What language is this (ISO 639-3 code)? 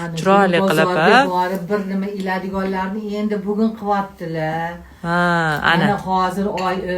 uzb